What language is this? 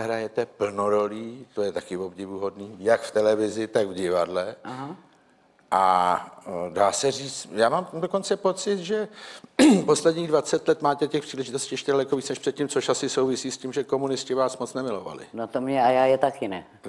Czech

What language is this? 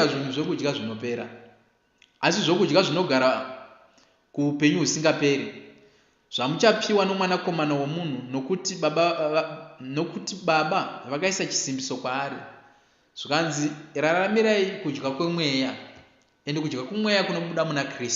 Shona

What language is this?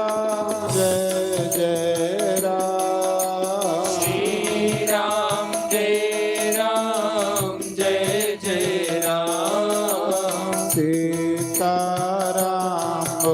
Dogri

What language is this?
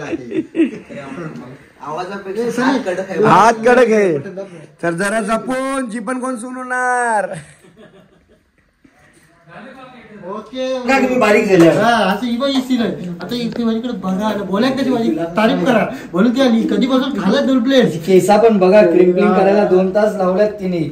Marathi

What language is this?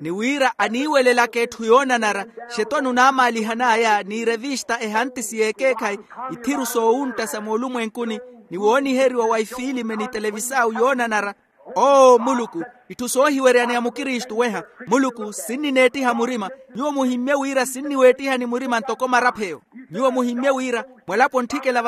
Makhuwa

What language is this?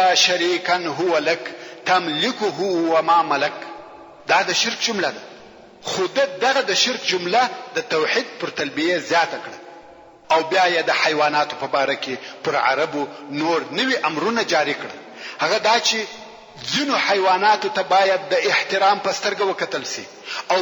Pashto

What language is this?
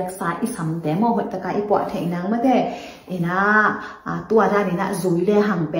Tedim Chin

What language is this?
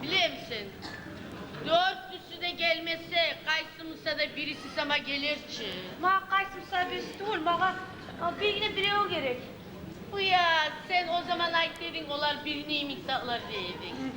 Kumyk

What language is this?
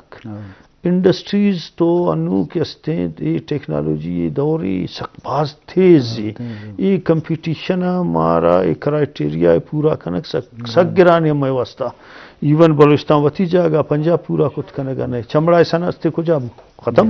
Eastern Balochi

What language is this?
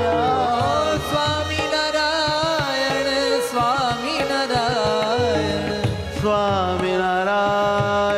Gujarati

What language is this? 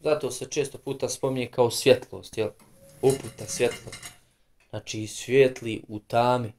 Bosnian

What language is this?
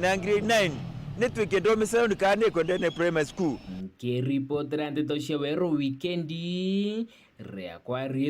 Meru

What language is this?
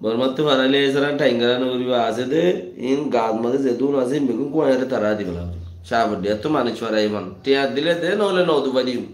Rohingya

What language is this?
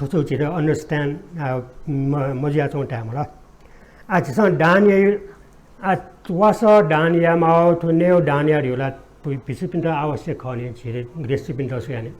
Newari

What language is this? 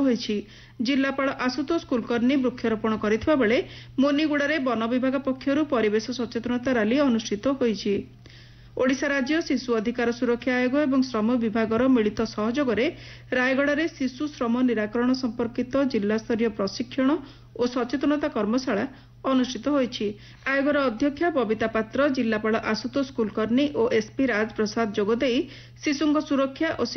Odia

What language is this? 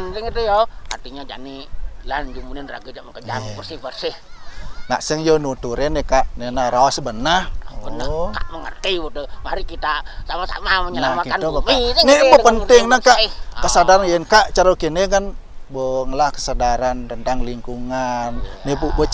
Balinese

